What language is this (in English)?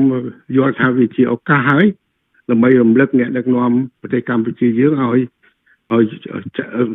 Khmer